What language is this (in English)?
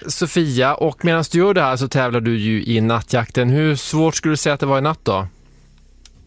Swedish